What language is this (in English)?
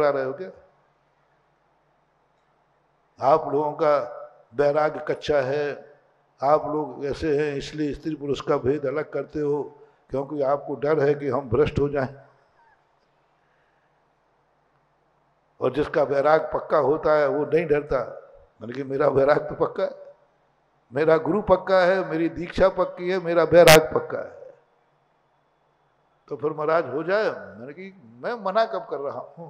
Hindi